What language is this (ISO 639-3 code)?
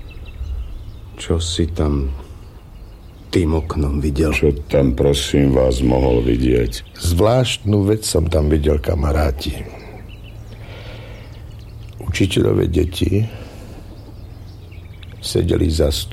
slk